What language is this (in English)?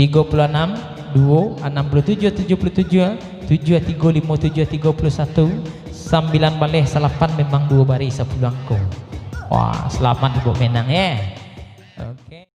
Minangkabau